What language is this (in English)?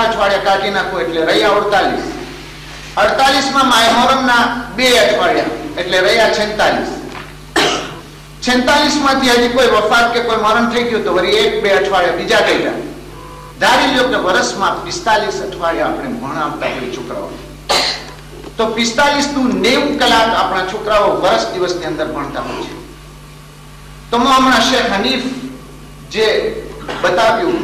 Gujarati